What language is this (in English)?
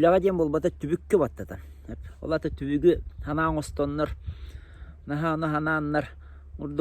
Yakut